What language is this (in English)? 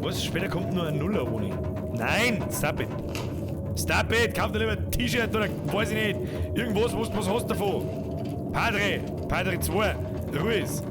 Bavarian